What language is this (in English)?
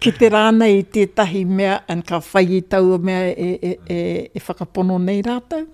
Māori